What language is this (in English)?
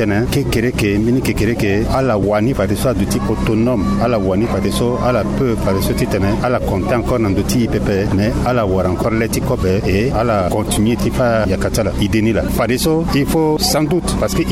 Sango